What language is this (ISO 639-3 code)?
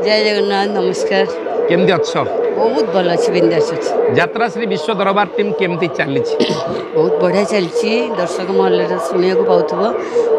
ori